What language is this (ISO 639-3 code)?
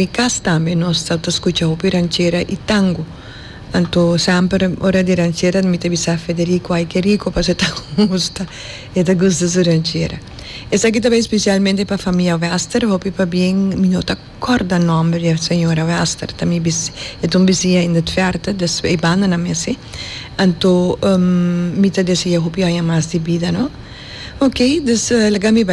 pap